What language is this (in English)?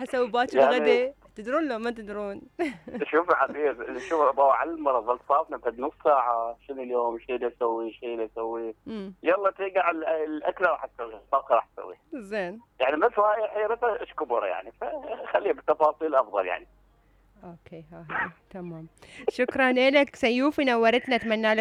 Mesopotamian Arabic